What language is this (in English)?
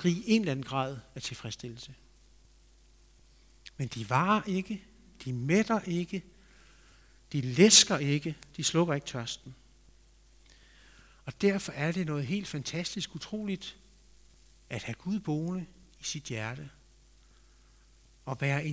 Danish